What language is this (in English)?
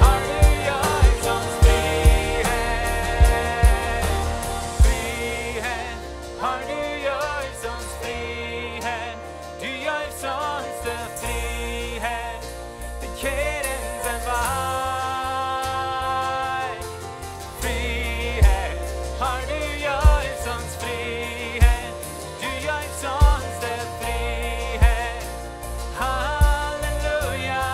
Plautdietsch